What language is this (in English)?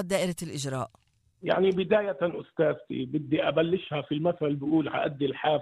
North Levantine Arabic